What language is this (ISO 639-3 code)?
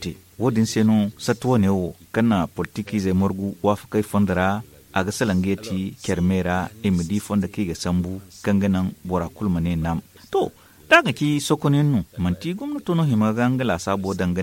dje